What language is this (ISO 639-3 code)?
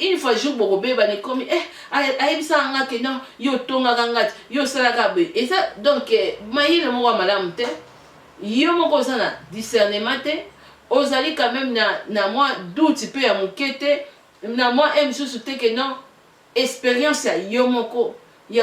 lin